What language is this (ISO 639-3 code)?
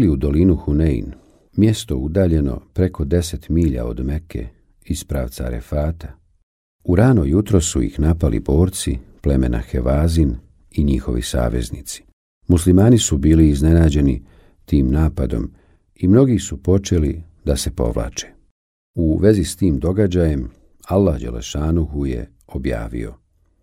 bos